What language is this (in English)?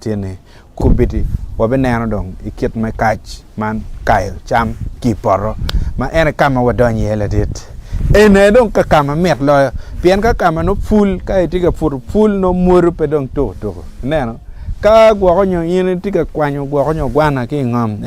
Acoli